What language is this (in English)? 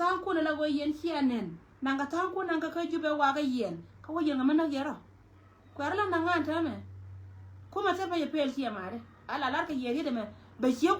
Nuer